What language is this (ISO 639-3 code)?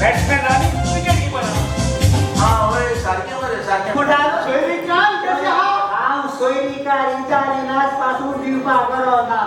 kok